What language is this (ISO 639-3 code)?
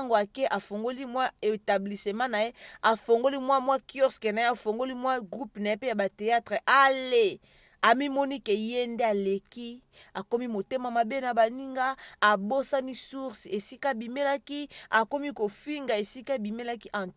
lin